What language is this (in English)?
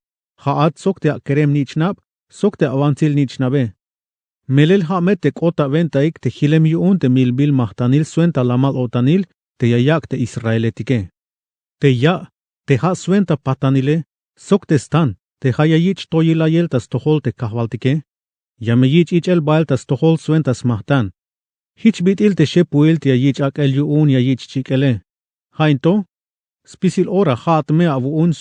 Tzeltal